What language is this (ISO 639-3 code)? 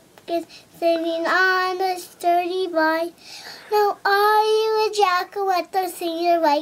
eng